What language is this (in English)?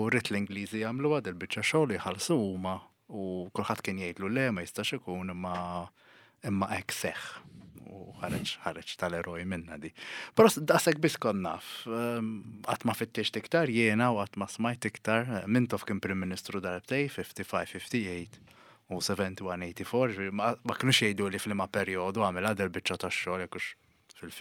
Maltese